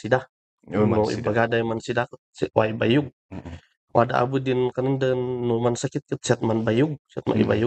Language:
Kankanaey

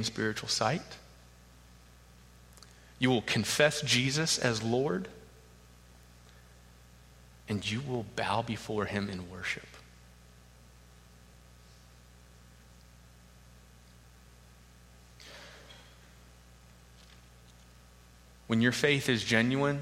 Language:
English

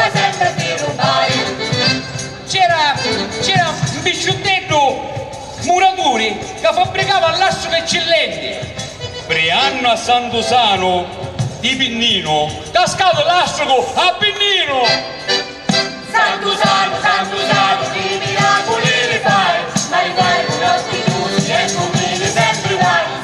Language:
Italian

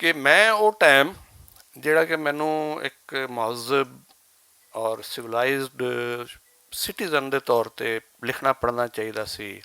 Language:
Western Panjabi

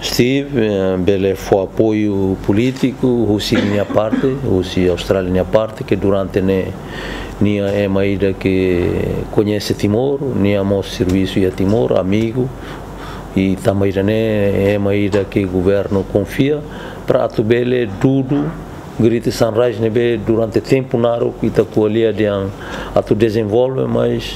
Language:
Tetum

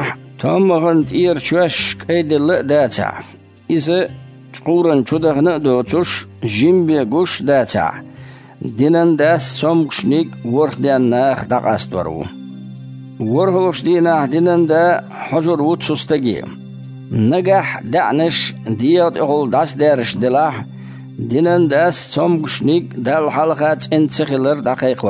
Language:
Chechen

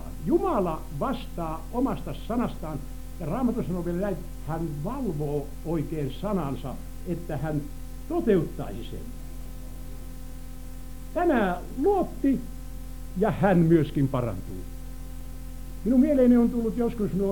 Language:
Finnish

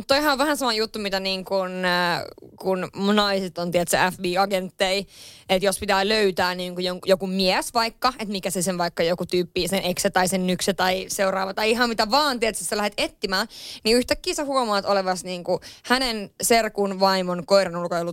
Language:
Finnish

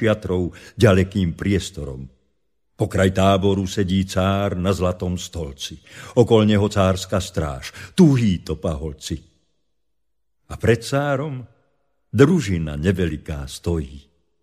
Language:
Slovak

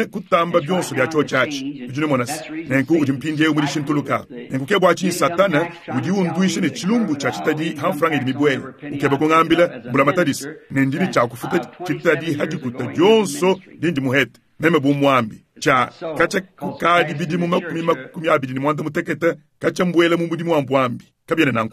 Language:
Luba-Lulua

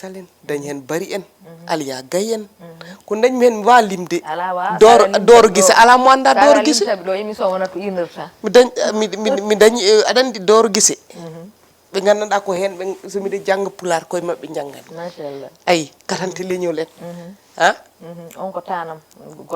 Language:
Fula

